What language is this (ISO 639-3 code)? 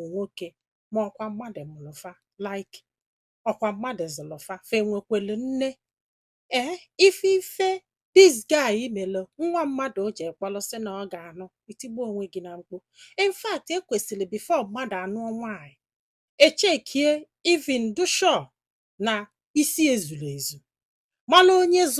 ibo